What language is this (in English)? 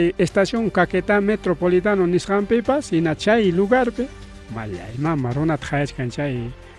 Ayacucho Quechua